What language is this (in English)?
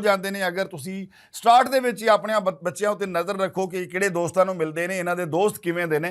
Western Panjabi